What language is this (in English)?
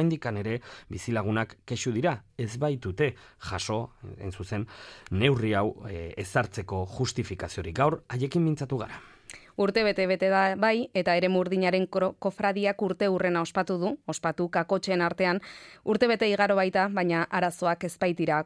Basque